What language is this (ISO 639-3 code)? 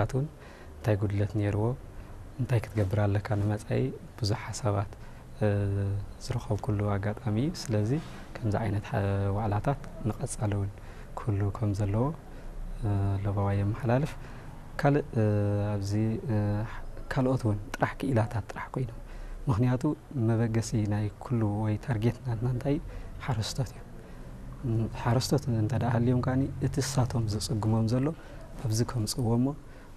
tir